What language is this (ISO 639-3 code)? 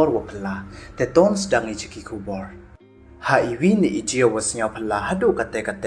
pbv